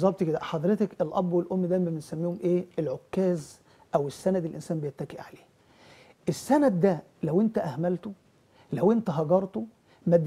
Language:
Egyptian Arabic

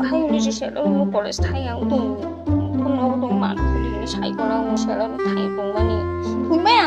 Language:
Kok Borok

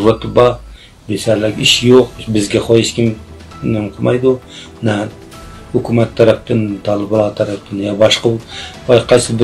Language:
Uyghur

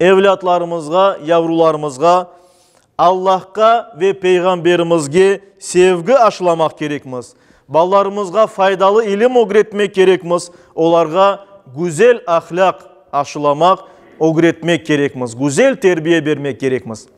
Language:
Crimean Tatar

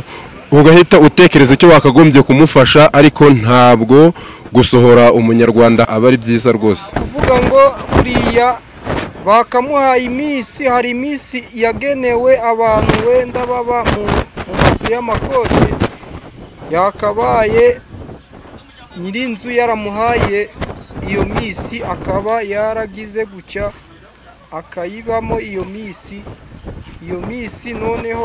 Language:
Kinyarwanda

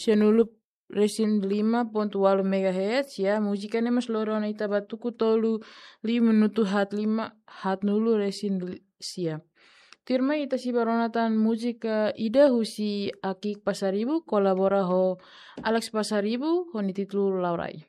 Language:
Tetum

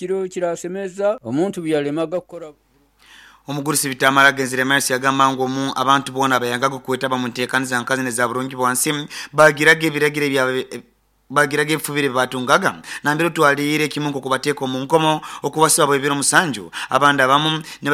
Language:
Nyoro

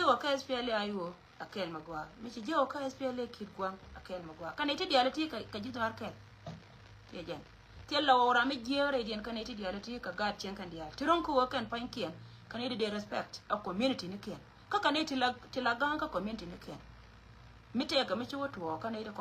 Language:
Nuer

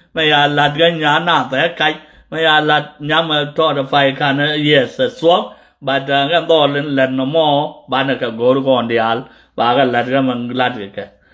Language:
Nuer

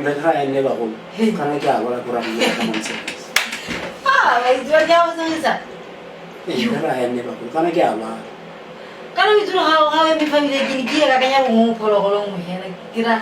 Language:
Tswana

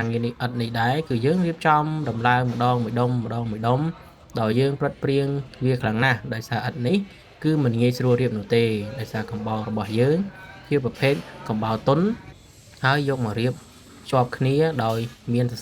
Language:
Khmer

